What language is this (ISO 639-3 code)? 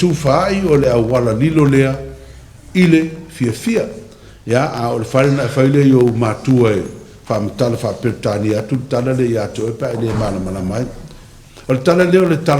smo